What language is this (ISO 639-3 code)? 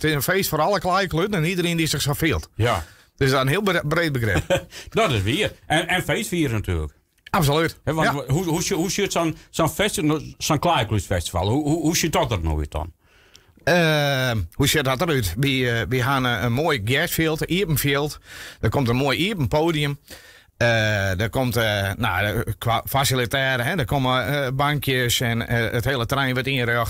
fry